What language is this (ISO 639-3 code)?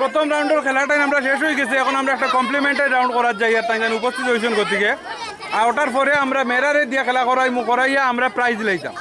syl